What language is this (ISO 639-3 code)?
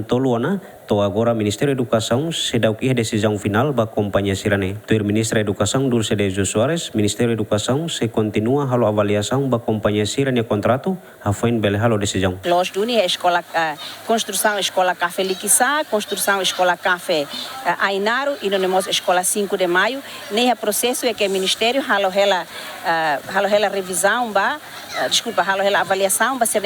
tet